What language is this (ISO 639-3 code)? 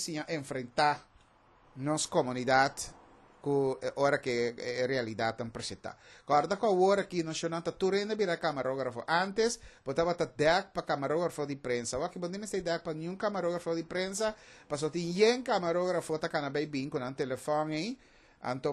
pap